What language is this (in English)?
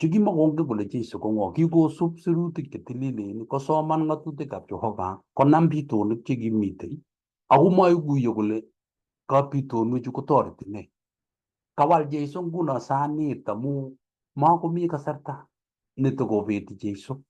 Kalenjin